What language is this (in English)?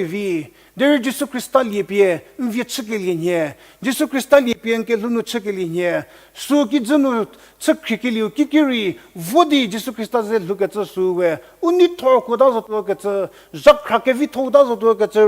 Angami Naga